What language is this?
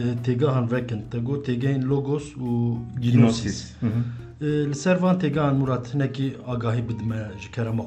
Kurdish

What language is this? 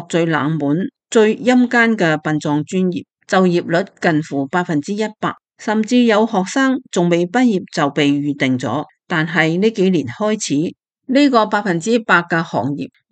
Cantonese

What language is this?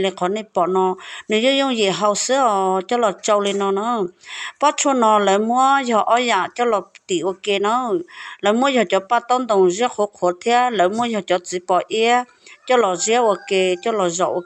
Hmong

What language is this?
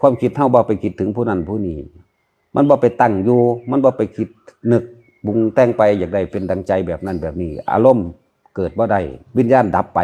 Lao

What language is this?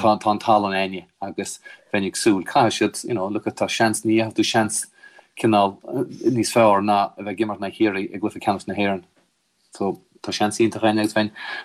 Irish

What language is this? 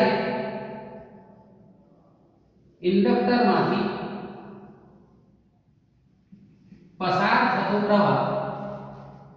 Gujarati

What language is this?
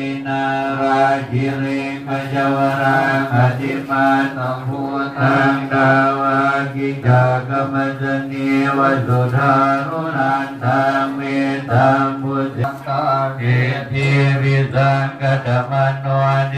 Pali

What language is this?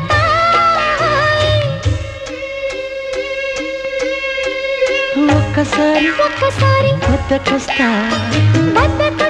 Telugu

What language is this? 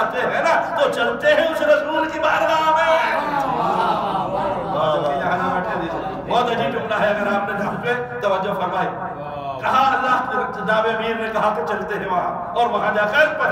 Urdu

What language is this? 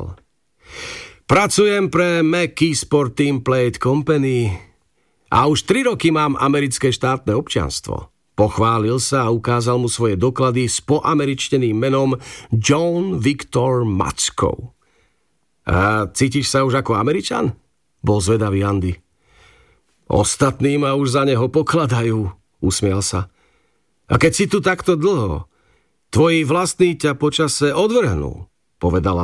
Slovak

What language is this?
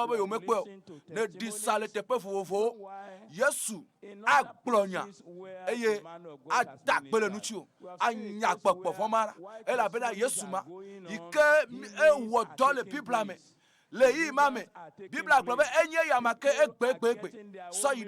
Ewe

